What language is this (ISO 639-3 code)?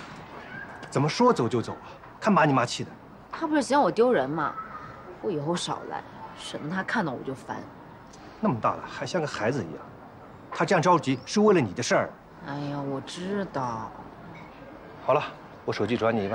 zho